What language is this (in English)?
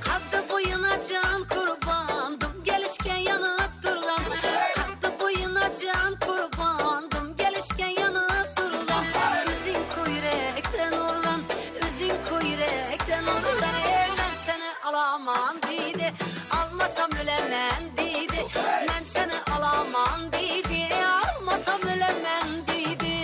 Kara-Kalpak